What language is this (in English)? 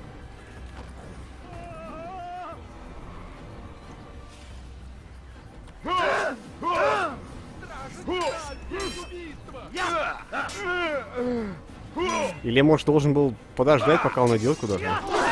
Russian